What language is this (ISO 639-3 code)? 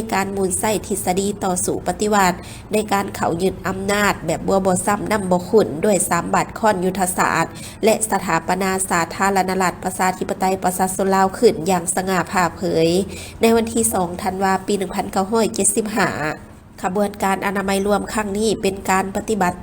lao